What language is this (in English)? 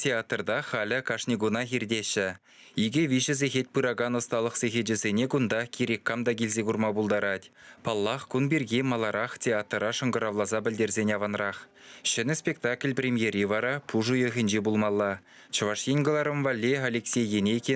Chuvash